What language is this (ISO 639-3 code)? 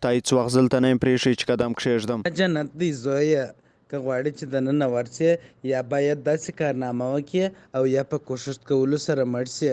pus